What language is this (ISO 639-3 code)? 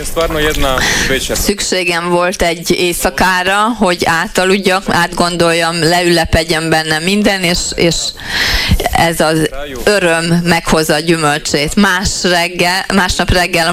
hun